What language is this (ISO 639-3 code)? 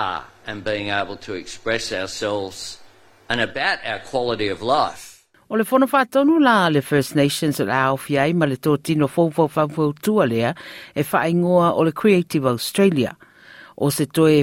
smo